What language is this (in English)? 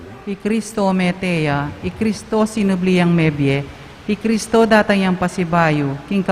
Pampanga